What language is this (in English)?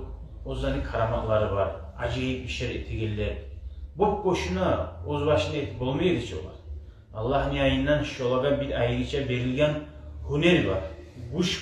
Kumyk